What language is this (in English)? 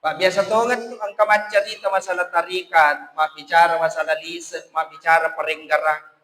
Buginese